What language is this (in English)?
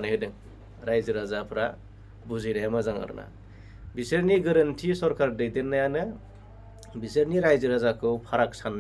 Bodo